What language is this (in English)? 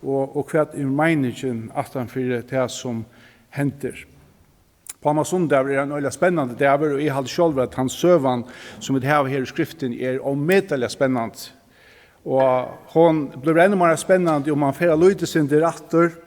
Faroese